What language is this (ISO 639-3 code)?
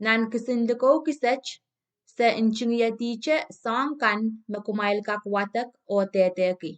pon